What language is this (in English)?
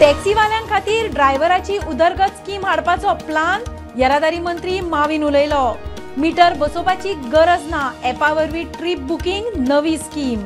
Konkani